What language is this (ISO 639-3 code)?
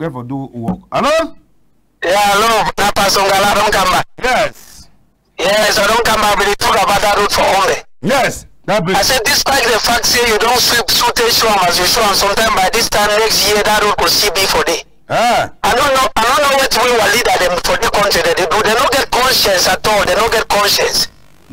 wes